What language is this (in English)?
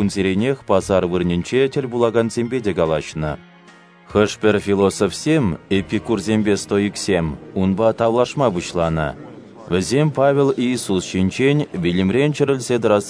Chuvash